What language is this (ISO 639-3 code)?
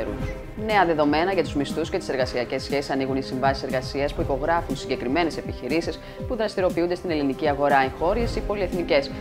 ell